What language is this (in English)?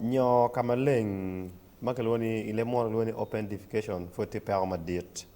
Acoli